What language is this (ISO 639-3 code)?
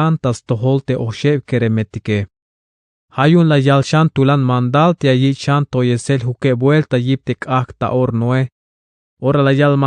tzh